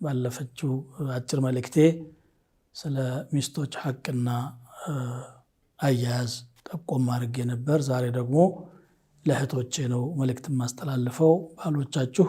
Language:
Amharic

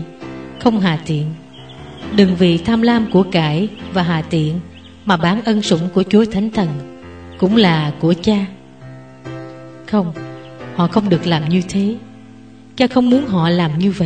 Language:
Vietnamese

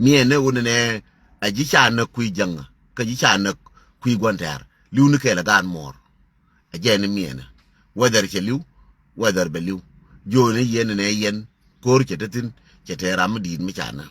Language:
Nuer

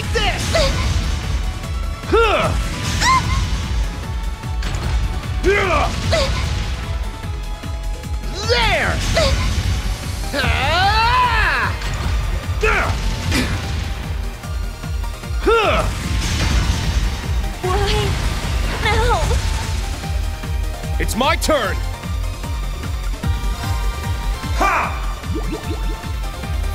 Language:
English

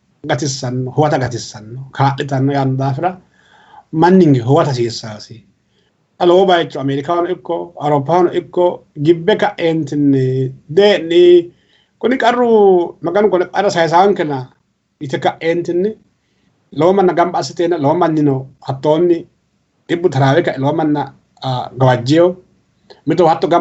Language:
Sidamo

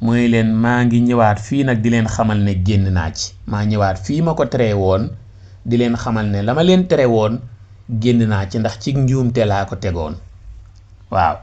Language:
Wolof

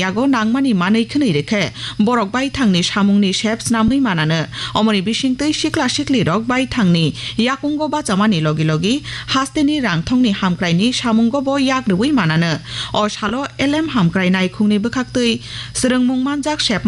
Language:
Kok Borok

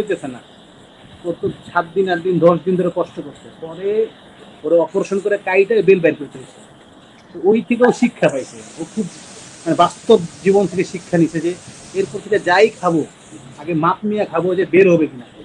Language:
Bangla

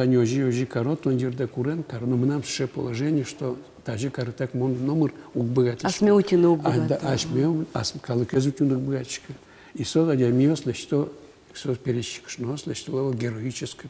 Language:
Udmurt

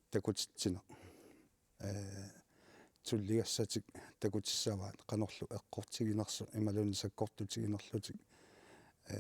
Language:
Kalaallisut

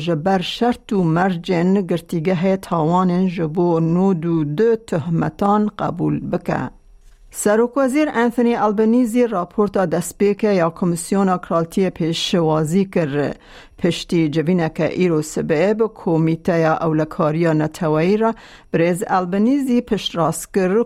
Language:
Kurdish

